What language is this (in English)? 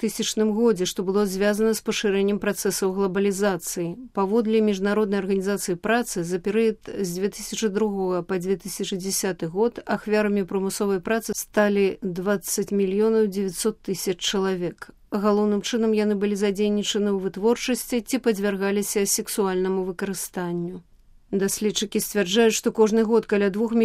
Belarusian